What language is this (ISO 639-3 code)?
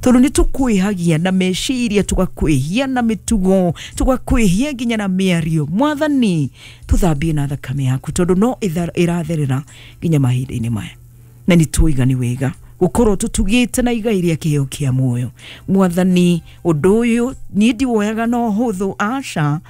kik